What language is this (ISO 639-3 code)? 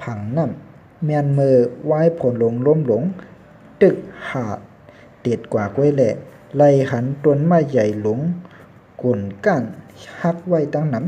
shn